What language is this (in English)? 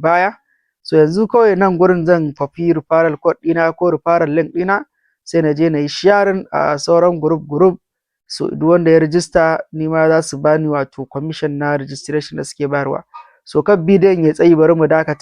Hausa